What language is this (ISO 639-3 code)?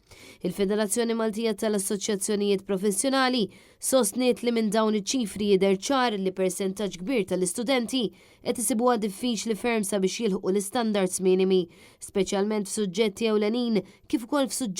mlt